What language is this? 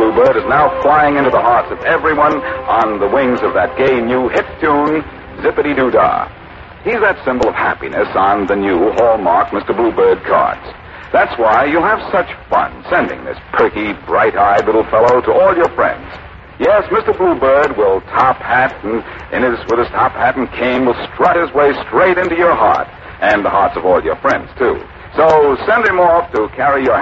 English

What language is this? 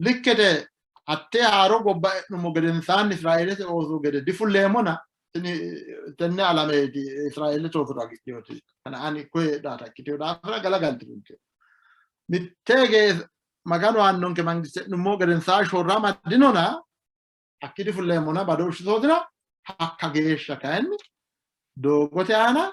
Sidamo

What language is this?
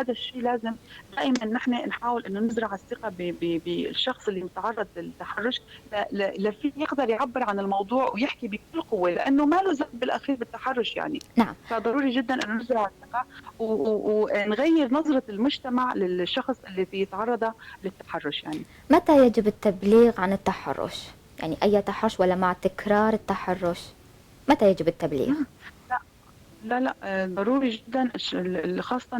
North Levantine Arabic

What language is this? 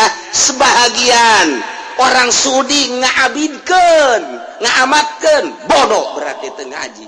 Sundanese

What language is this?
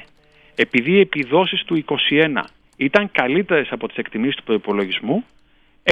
Greek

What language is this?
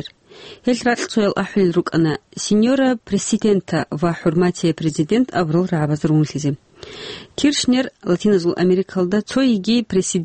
Avaric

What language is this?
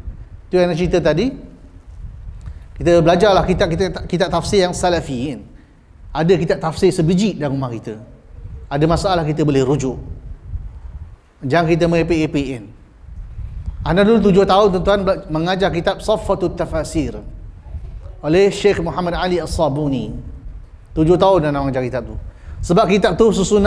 Malay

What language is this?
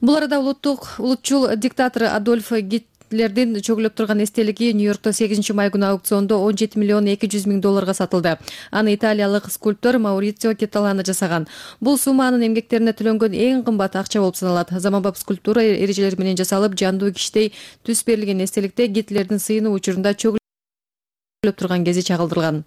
Kyrgyz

